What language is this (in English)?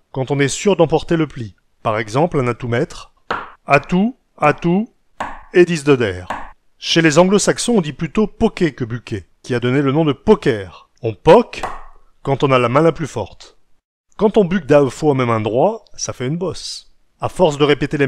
Picard